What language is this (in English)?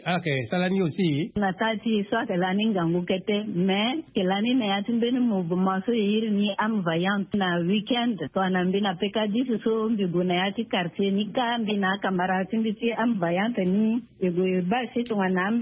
Sango